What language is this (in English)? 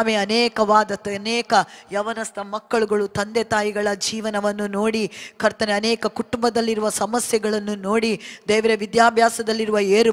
Kannada